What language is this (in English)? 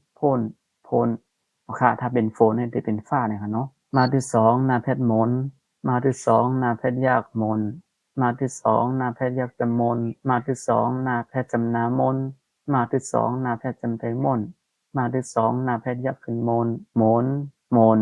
Shan